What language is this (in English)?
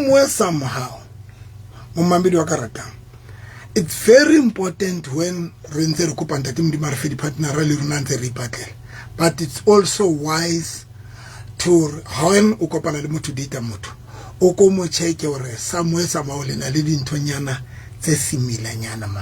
Southern Sotho